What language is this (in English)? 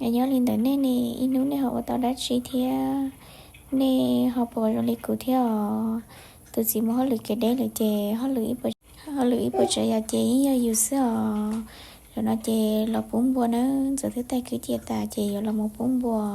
Hmong